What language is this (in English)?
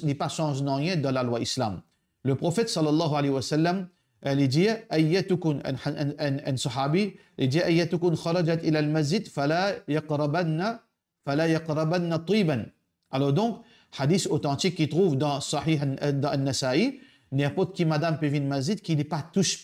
Morisyen